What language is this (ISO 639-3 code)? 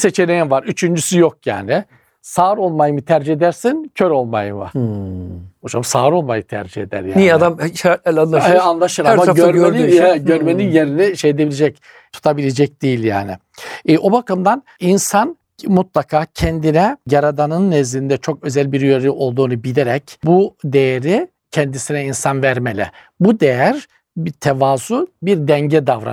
tur